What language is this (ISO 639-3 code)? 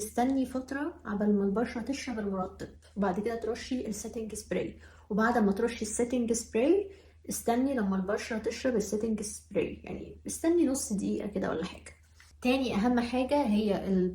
arz